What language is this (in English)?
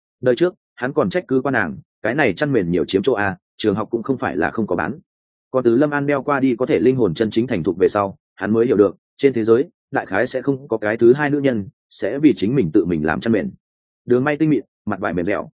Vietnamese